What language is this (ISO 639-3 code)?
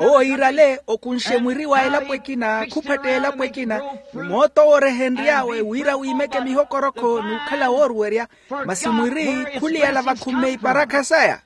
vmw